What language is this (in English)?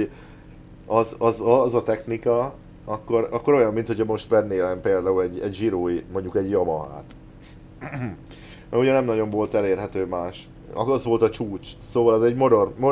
Hungarian